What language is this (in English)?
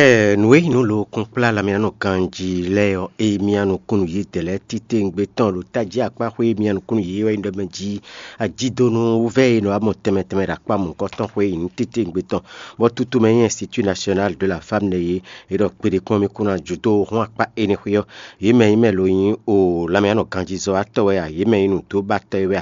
Fon